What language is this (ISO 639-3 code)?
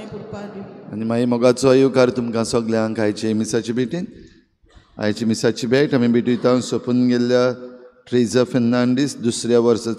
kok